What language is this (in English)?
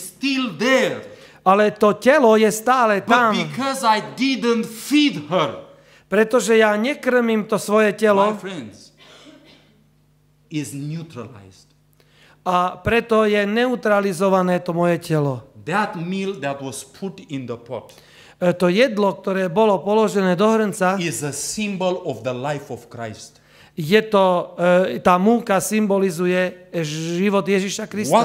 Slovak